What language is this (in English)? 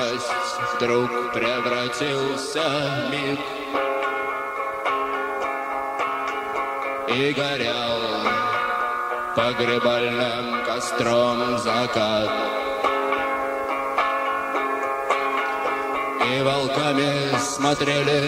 Russian